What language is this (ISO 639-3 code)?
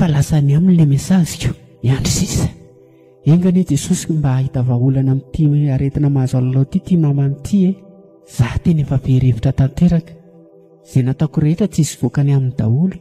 mlg